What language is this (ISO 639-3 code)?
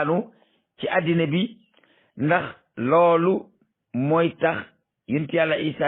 wol